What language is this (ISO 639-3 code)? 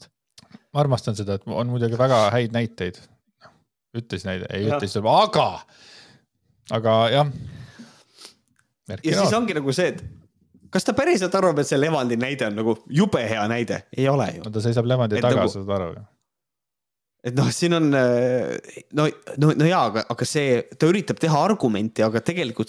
est